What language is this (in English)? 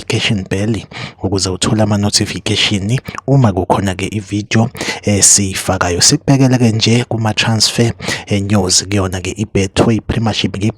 Zulu